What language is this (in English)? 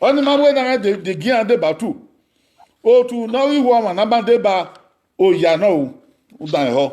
Bini